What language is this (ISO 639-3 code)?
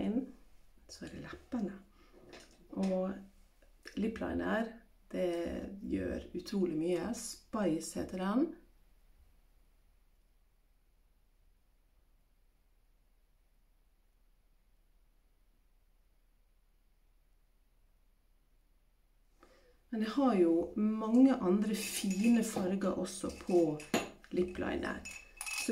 nor